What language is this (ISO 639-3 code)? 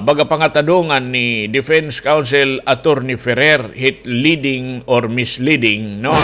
war